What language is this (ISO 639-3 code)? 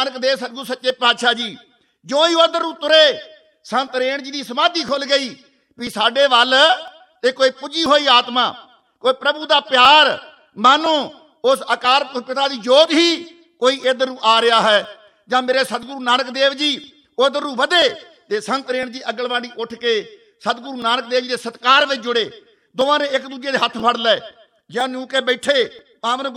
pan